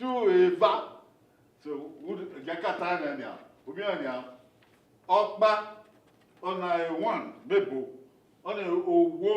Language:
Bini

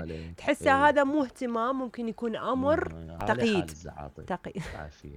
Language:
Mesopotamian Arabic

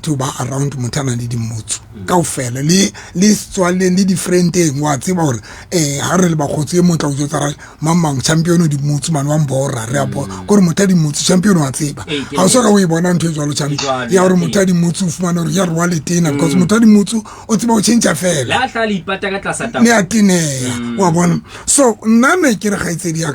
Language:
Southern Sotho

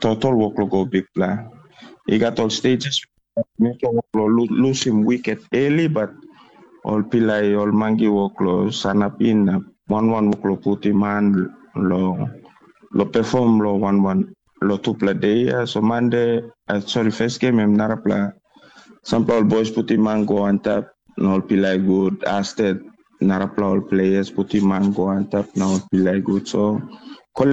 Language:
Tok Pisin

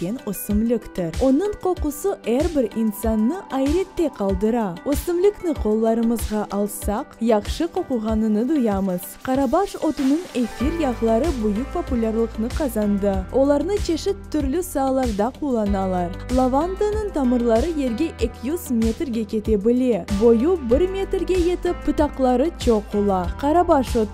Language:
Crimean Tatar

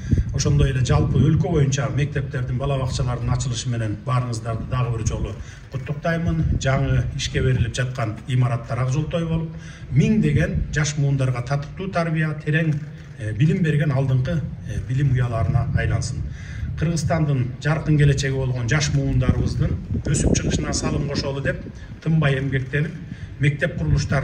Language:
Kyrgyz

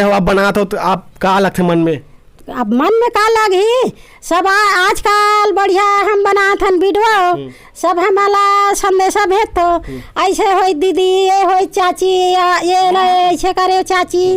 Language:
Chhattisgarhi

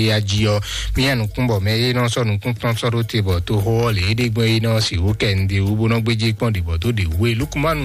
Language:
Fon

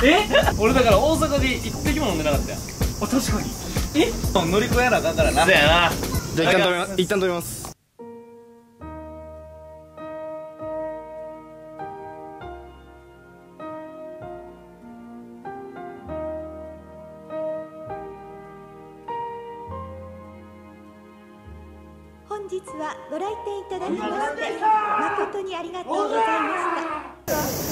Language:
Japanese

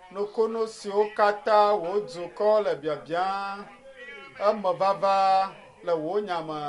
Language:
Ewe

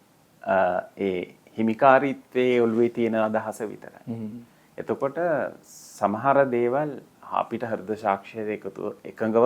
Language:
Sinhala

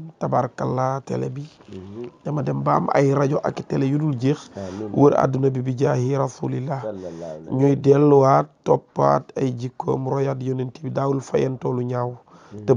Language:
Wolof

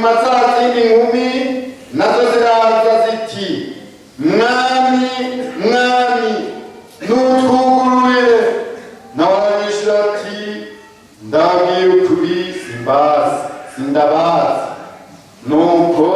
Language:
Rundi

